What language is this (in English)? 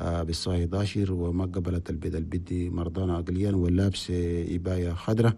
Chadian Arabic